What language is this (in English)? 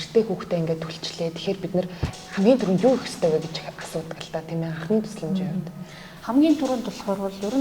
Mongolian